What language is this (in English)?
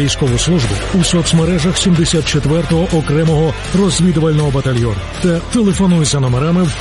Ukrainian